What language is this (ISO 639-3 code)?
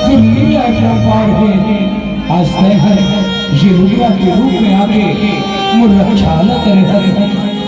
hne